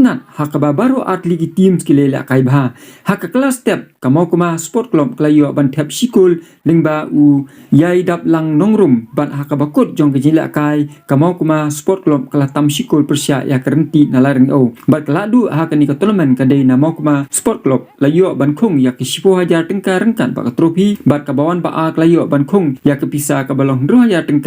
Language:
Khasi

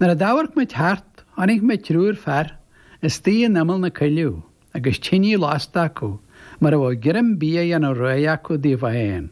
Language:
Irish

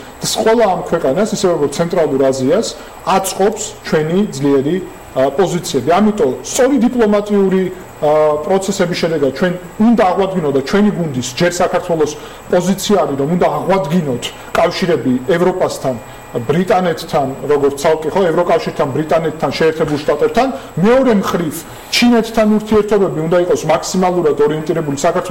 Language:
Georgian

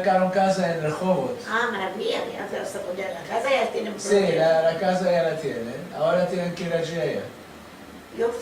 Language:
Ladino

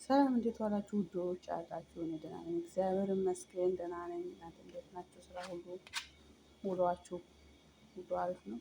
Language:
Amharic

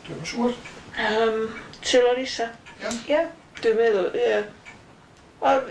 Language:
Welsh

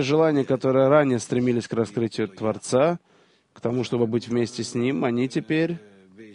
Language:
Russian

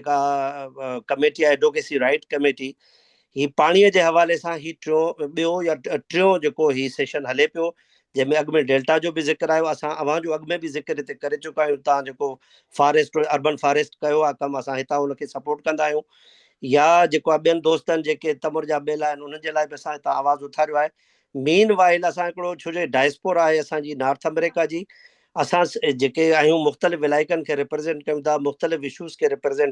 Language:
Sindhi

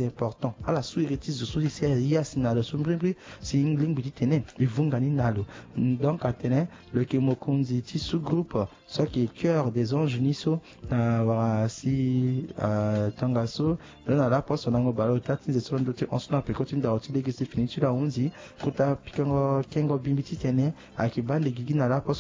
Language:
Sango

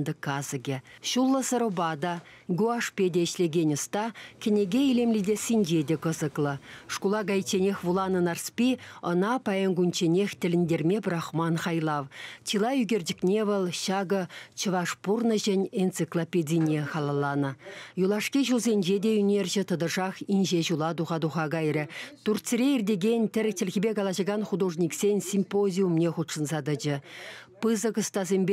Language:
Chuvash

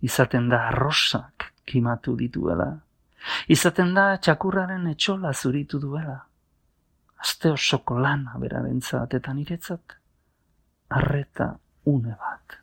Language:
Basque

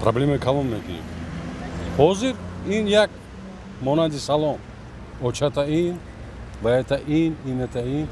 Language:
Tajik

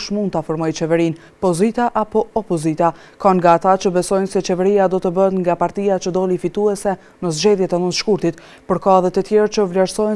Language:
Albanian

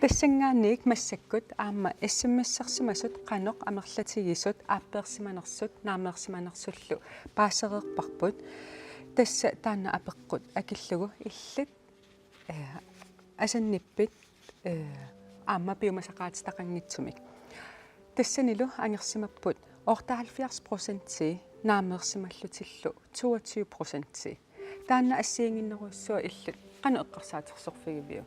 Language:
Kalaallisut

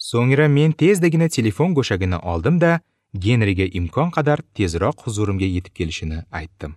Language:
Uzbek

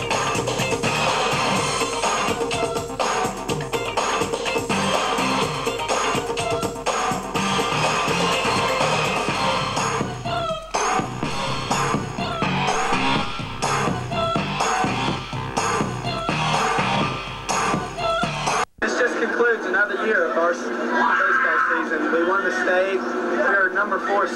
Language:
English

